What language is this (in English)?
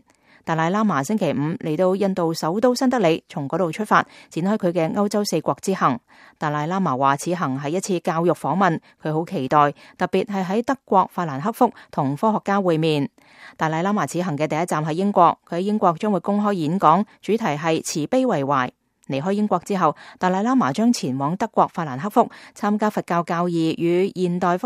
Cantonese